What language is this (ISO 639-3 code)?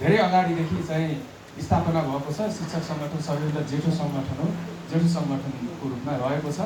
nep